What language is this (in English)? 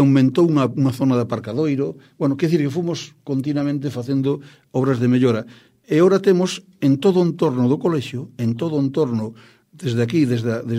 Galician